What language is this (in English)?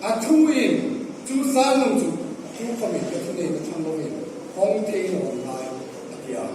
Hmar